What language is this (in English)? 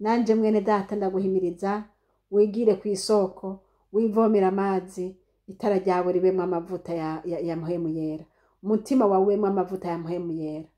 Rundi